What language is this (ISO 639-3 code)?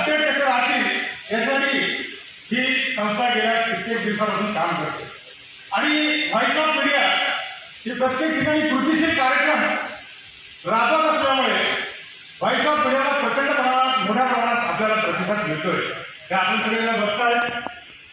mar